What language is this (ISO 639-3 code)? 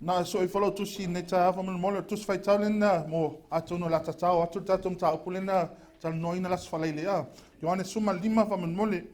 smo